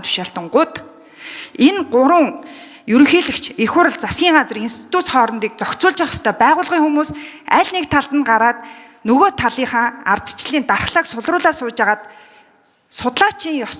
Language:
Mongolian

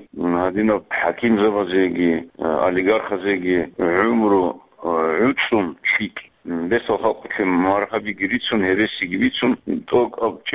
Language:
Avaric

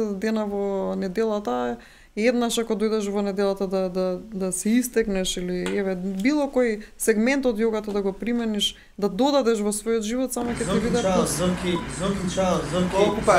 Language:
Macedonian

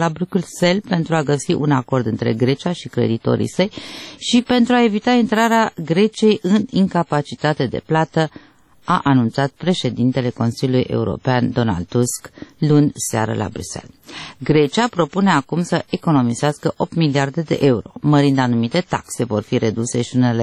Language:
Romanian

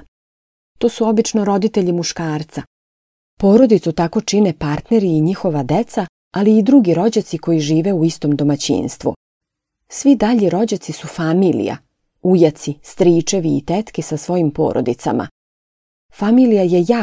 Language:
Serbian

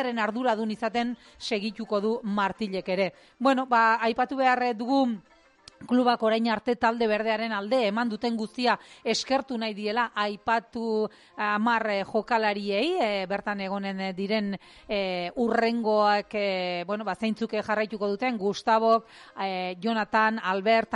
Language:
Basque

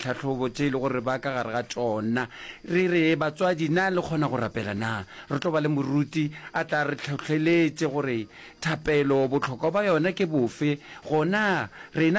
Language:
Northern Sotho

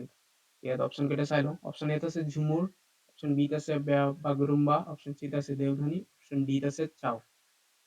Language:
Assamese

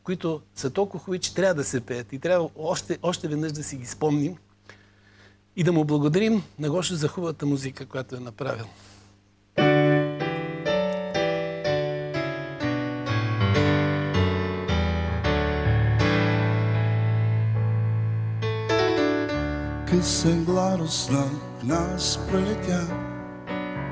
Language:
Bulgarian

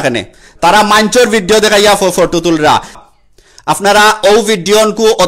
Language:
Sylheti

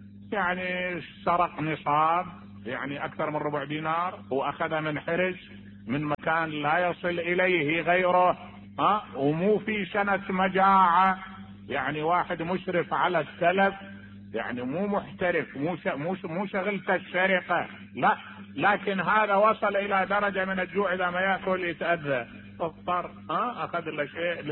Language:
Mesopotamian Arabic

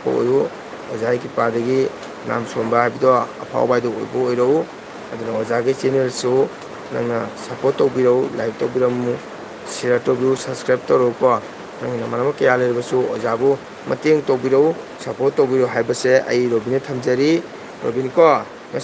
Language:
Manipuri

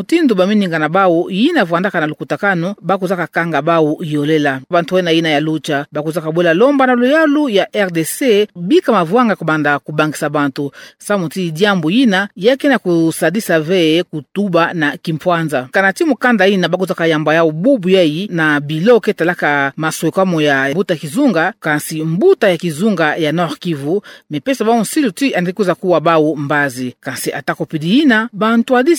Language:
Kituba (Democratic Republic of Congo)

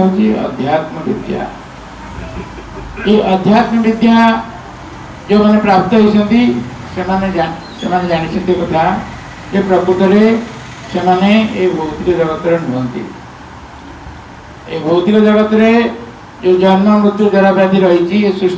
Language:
Odia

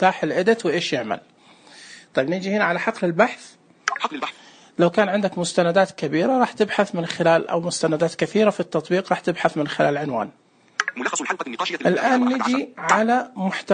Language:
Najdi Arabic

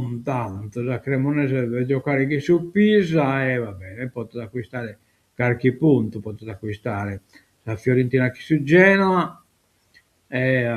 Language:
Sardinian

